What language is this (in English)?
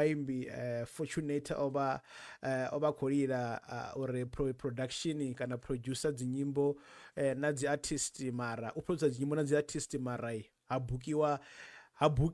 Venda